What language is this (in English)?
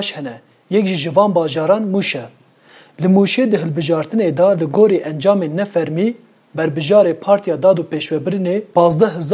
Kurdish